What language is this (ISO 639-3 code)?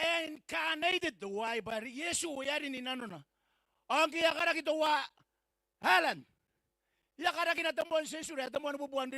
gil